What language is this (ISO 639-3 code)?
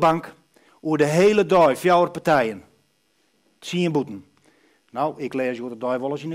fry